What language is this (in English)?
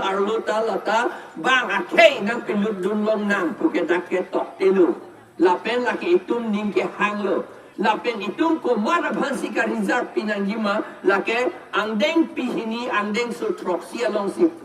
Karbi